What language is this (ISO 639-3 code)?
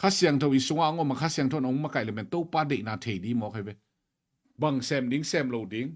ctd